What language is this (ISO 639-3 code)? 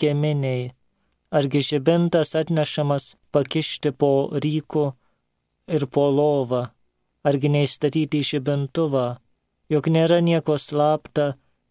lit